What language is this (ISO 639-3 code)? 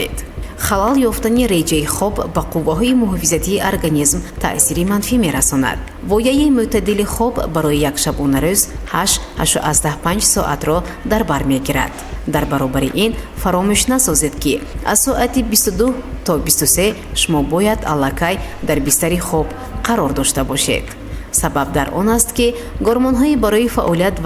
tgk